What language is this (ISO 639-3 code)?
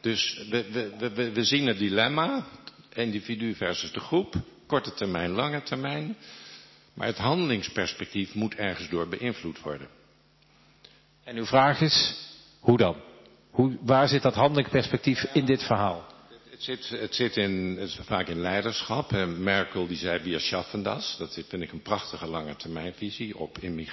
nld